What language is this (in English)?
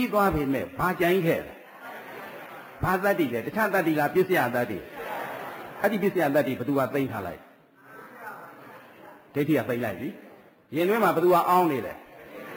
Burmese